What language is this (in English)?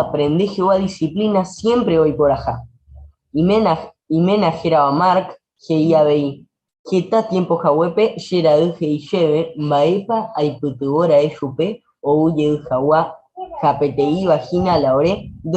Guarani